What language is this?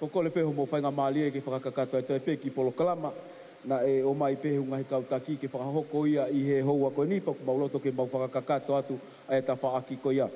Tongan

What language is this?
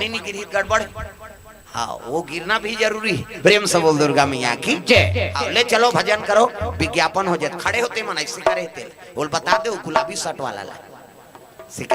Chhattisgarhi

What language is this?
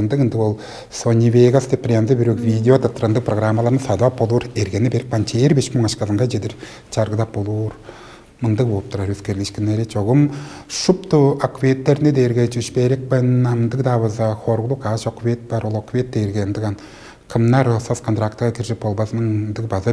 Tuvinian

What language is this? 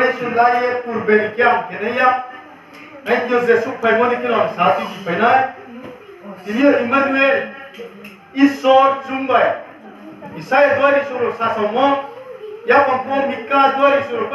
Riang (India)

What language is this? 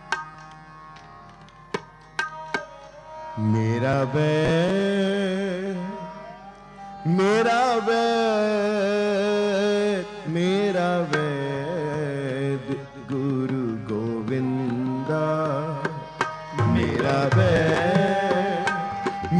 Punjabi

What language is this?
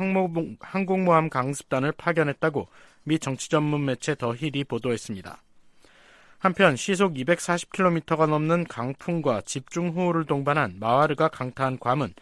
Korean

